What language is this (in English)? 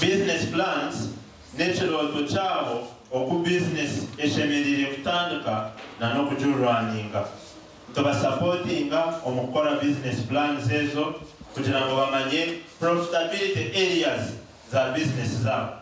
Nyankole